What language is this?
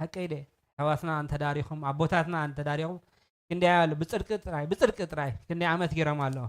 Tigrinya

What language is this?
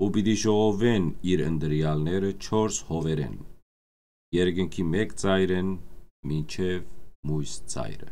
Western Armenian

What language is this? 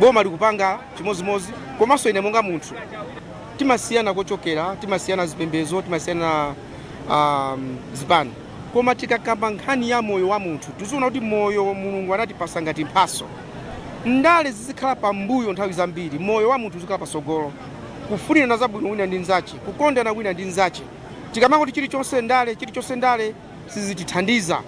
Nyanja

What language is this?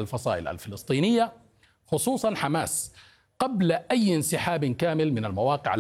Arabic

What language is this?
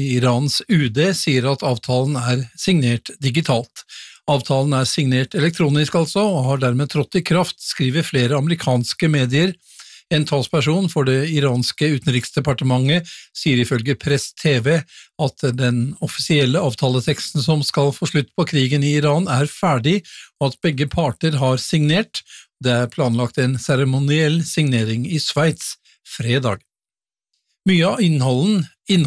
Norwegian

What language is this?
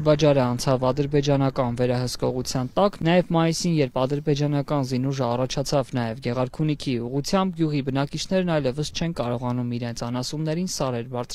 Armenian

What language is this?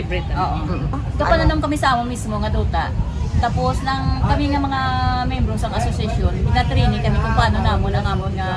Hiligaynon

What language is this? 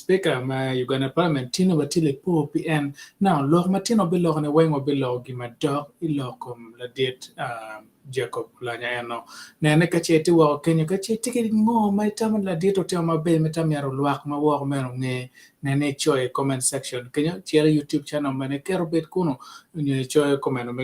Acoli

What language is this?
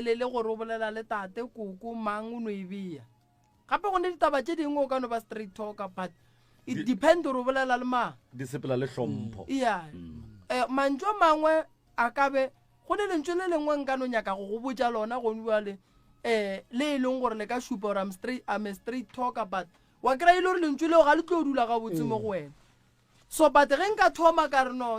Northern Sotho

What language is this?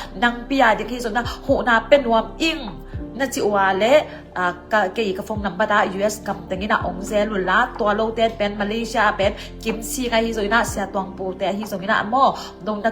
Tedim Chin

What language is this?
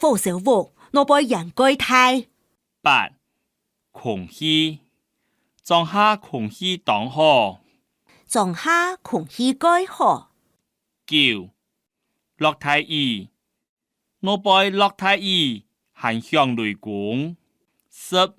Hakka Chinese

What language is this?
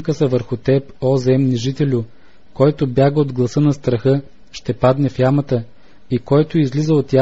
Bulgarian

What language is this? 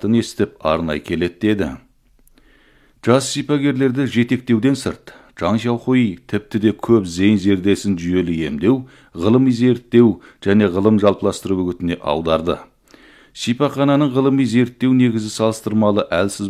Kazakh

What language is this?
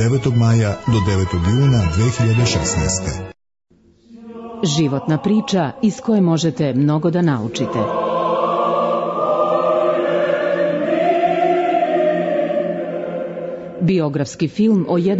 Serbian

